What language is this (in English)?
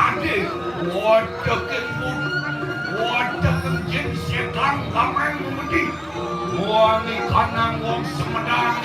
Balinese